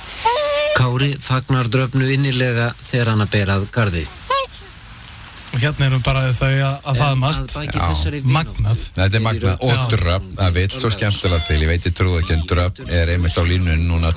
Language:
Icelandic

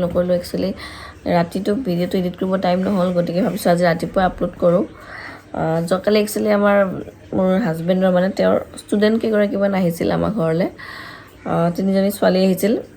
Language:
Assamese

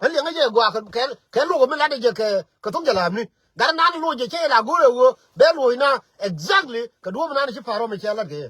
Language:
Nuer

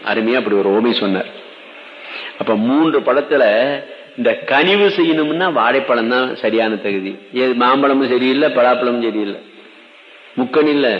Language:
Tamil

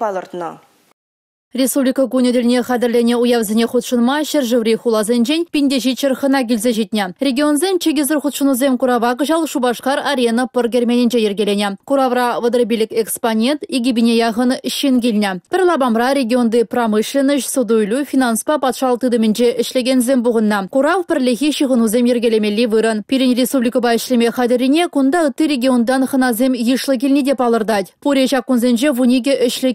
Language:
Chuvash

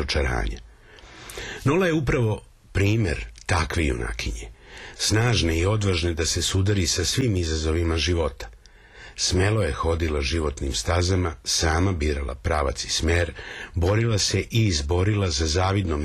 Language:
Serbian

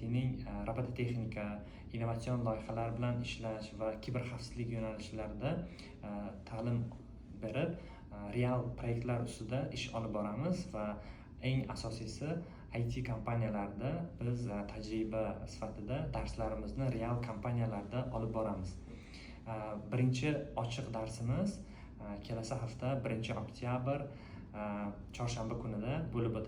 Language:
Uzbek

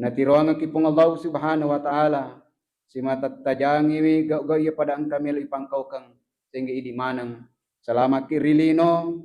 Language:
Buginese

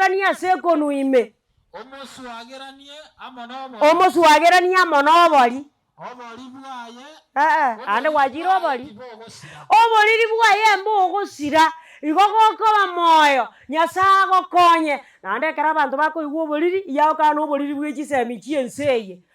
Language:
Gusii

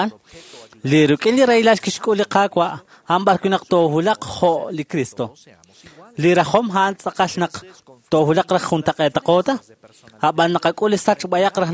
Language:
Kekchí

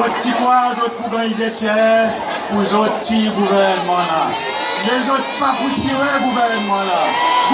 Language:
Seselwa Creole French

